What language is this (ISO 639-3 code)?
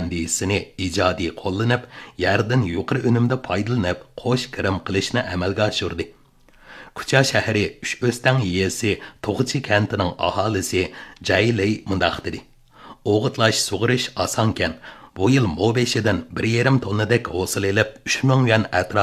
uig